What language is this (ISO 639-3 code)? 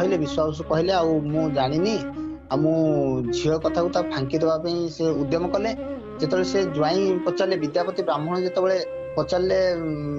ori